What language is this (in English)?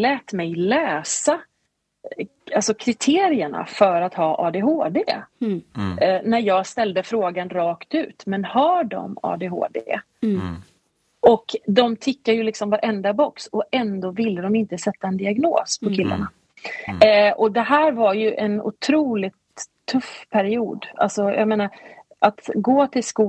Swedish